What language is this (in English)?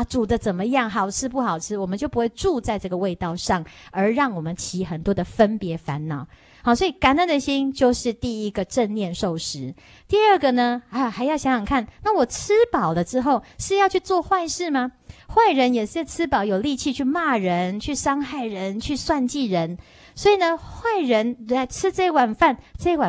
Chinese